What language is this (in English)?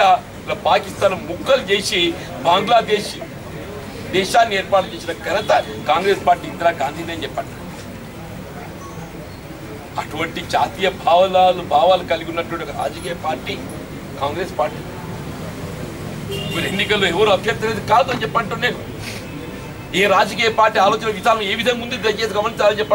Telugu